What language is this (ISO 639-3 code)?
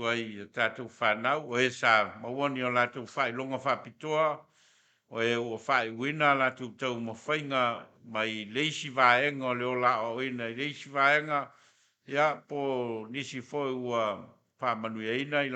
smo